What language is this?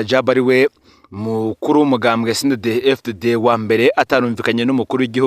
Rundi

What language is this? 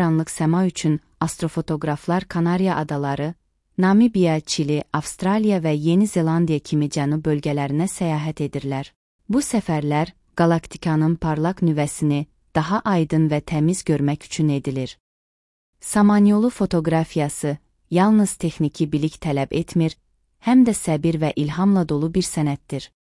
Azerbaijani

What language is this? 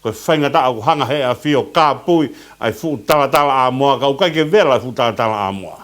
Tongan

